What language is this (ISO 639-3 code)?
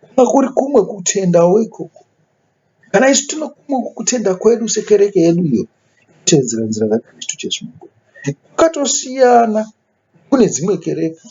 sna